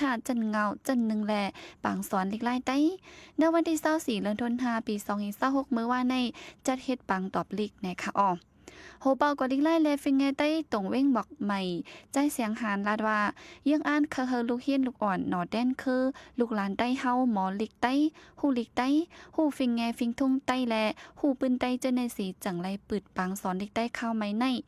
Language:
Shan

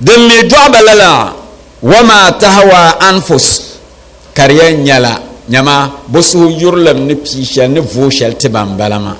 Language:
Dagbani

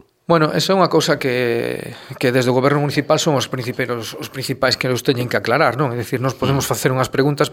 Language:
Galician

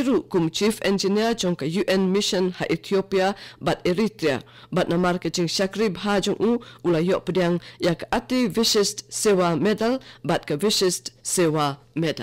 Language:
Khasi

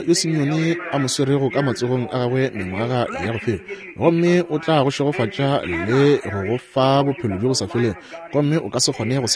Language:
Northern Sotho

